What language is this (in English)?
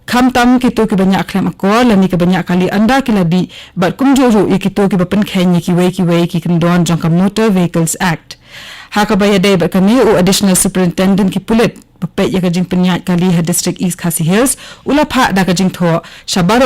Khasi